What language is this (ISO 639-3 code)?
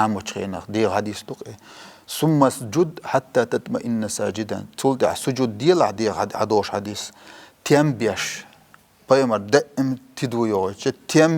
che